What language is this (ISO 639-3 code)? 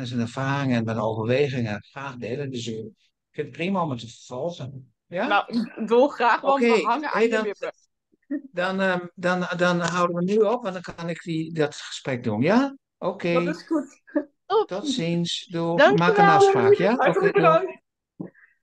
nld